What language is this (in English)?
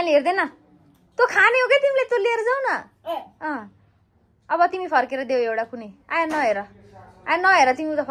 Nepali